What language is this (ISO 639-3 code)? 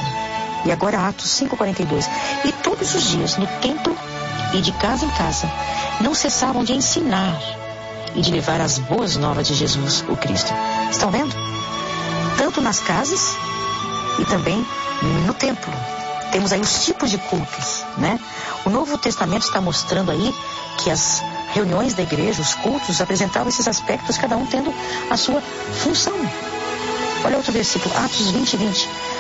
por